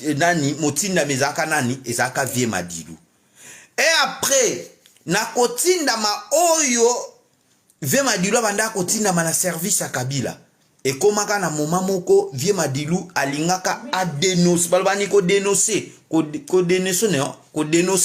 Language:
Lingala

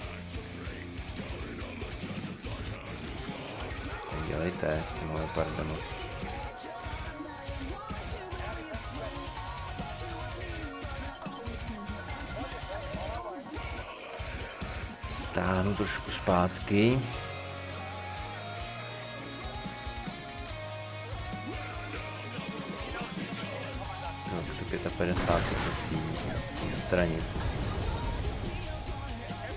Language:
Czech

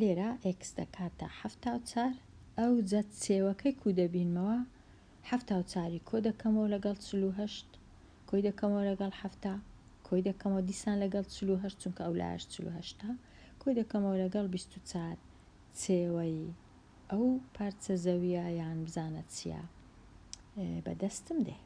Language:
Central Kurdish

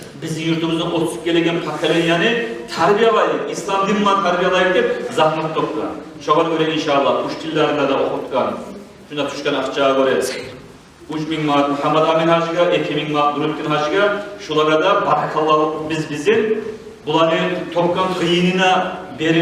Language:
Kumyk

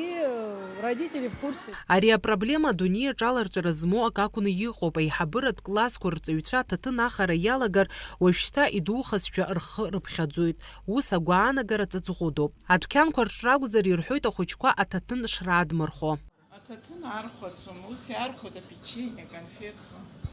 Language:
Abkhazian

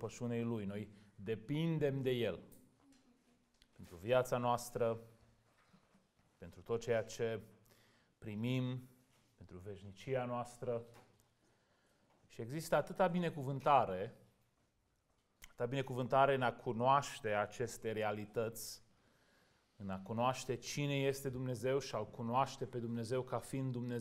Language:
Romanian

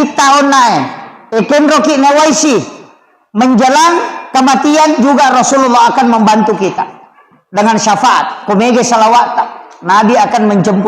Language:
Buginese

